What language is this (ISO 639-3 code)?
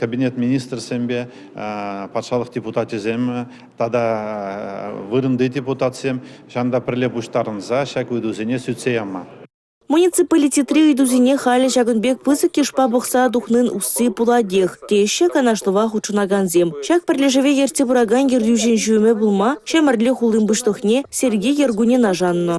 chv